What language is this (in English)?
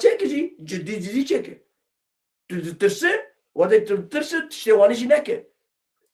Kurdish